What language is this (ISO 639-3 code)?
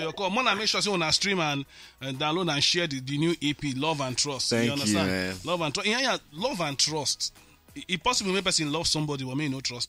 pcm